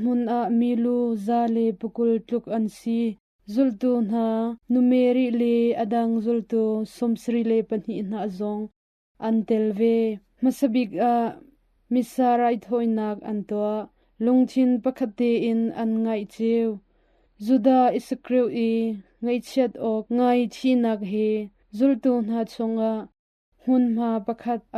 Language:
Hakha Chin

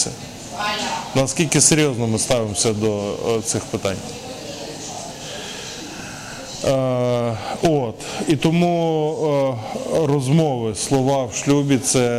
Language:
Ukrainian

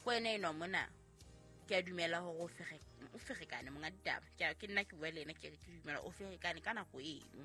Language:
Southern Sotho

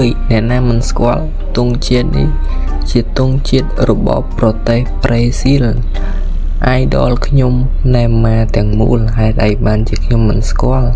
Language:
Khmer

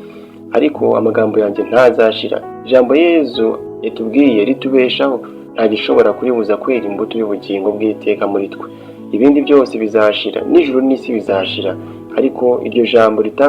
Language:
Kinyarwanda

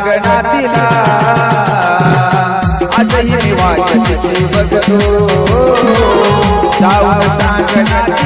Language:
Marathi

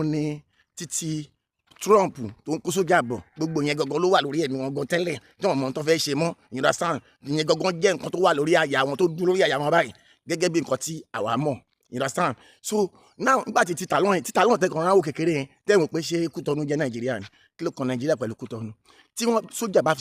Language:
Yoruba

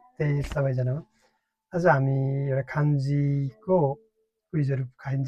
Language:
Nepali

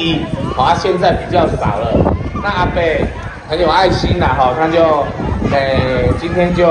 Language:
Chinese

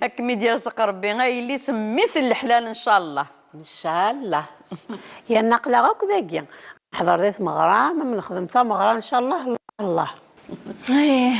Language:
Kabyle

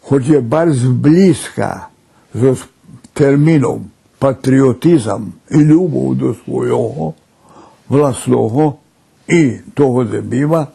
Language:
Rusyn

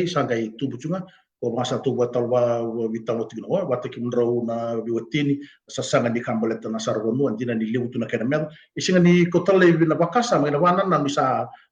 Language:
Fijian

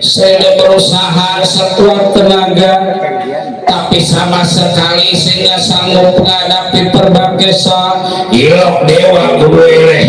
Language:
Betawi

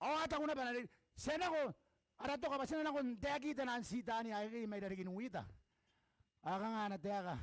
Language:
Gilbertese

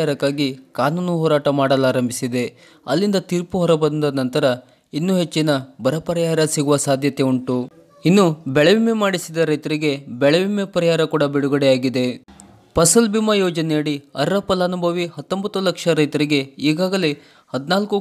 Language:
Kannada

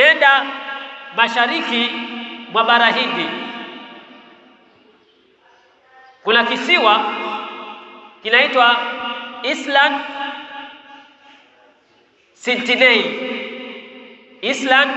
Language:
Swahili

